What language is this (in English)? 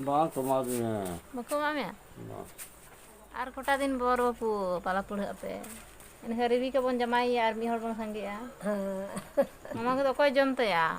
Santali